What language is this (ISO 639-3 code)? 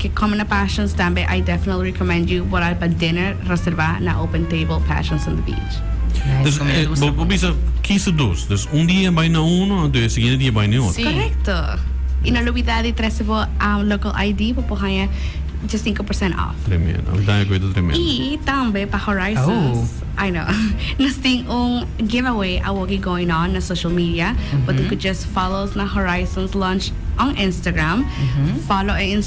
pap